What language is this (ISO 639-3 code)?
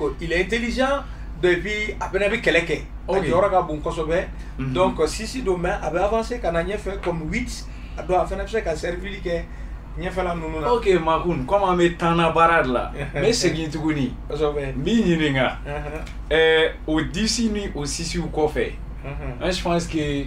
bam